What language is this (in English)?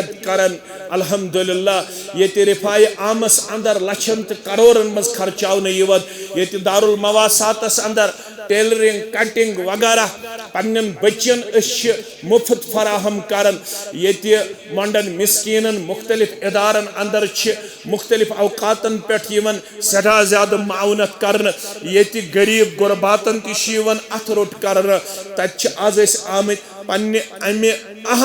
Kashmiri